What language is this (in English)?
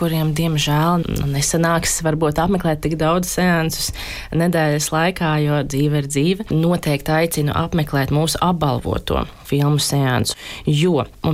Latvian